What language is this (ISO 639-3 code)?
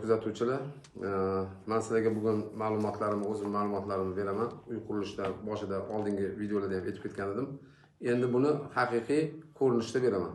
uzb